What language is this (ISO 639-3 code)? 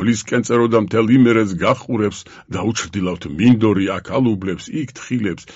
kat